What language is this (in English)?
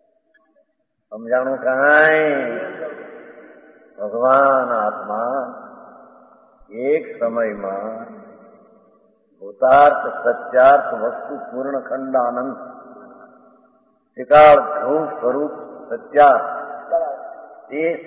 Gujarati